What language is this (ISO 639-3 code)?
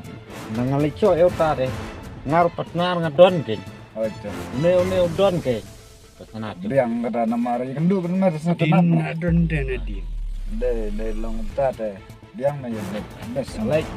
kha